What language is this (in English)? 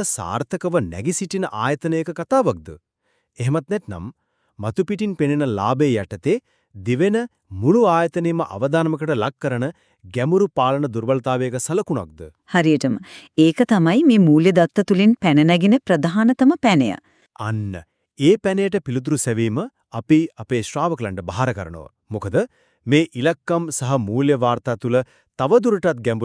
Sinhala